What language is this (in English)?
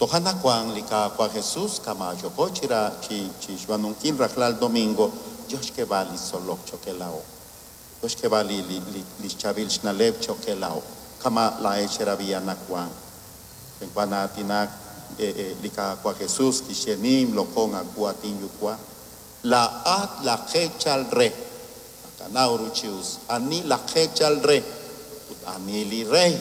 Kekchí